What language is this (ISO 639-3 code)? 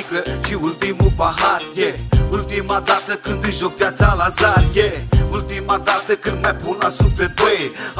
ron